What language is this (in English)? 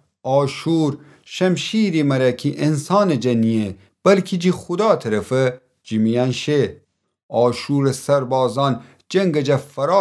Gilaki